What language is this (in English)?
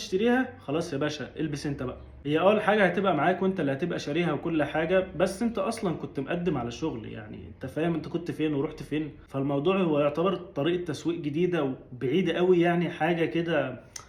Egyptian Arabic